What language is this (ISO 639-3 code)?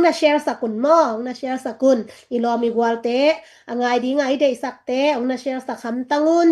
ctd